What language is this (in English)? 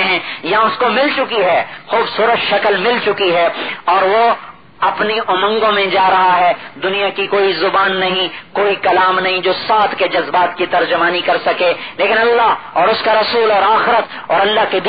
Urdu